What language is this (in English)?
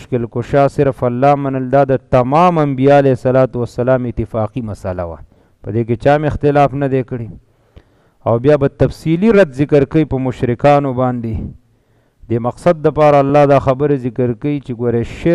Pashto